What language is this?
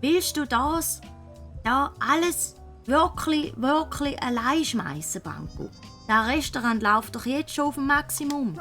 Swiss German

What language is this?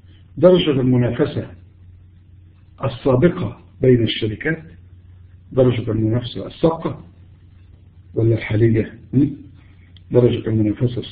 Arabic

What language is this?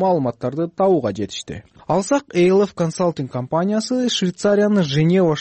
Kyrgyz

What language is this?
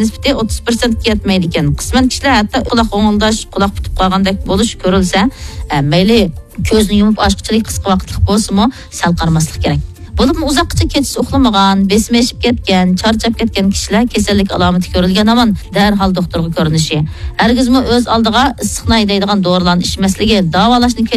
Uyghur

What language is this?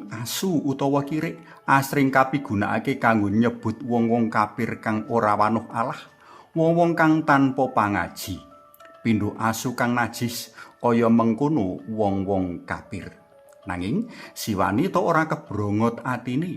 Javanese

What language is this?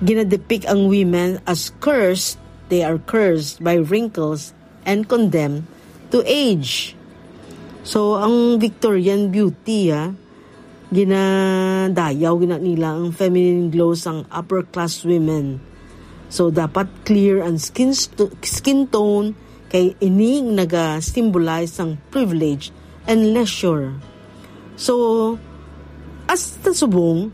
Hiligaynon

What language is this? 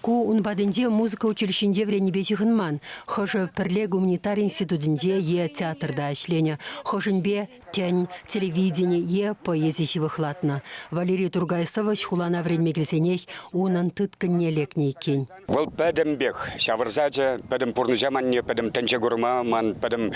Chuvash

